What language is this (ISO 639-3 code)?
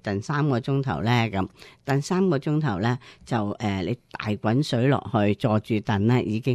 yue